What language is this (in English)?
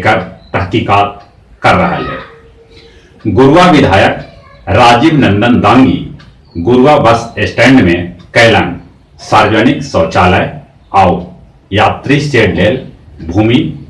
Magahi